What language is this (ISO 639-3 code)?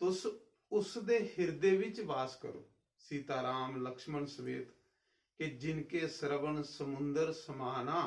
doi